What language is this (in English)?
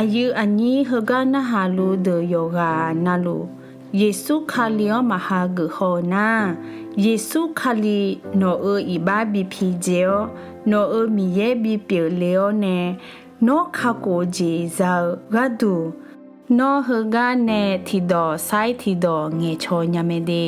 Akha